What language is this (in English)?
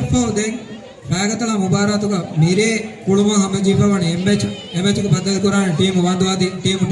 Divehi